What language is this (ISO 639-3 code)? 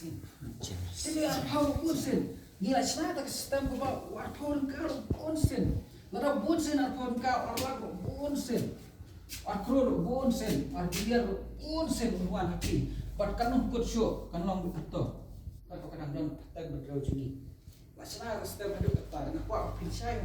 kha